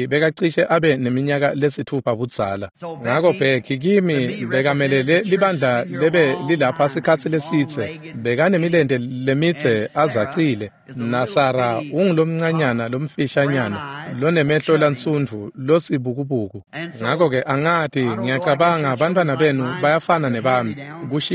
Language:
Swati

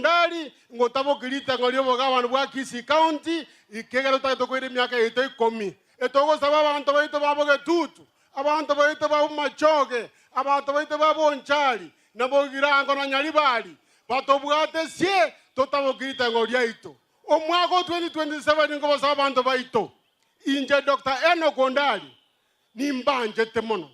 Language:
Gusii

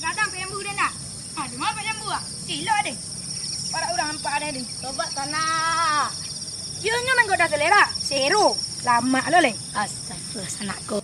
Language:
Minangkabau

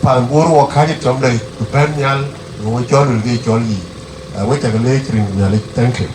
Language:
Dinka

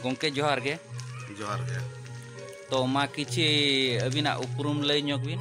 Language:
Santali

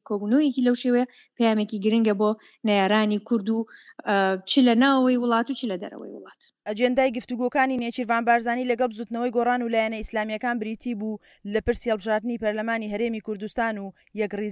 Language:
Central Kurdish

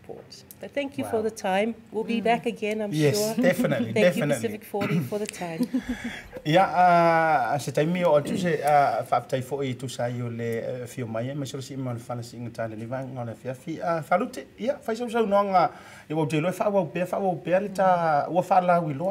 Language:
Samoan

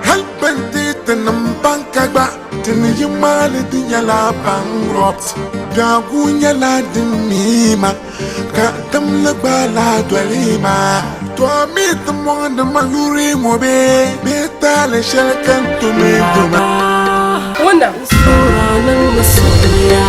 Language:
Dagbani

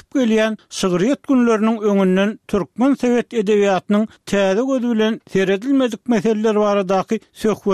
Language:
Turkmen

